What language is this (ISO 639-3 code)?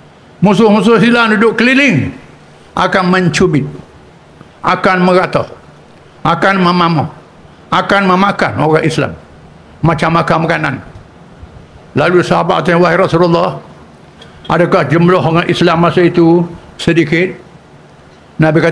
msa